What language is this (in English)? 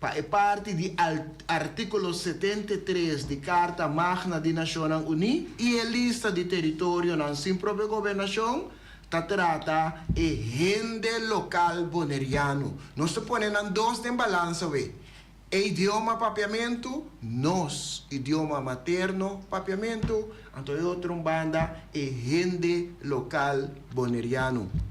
Papiamento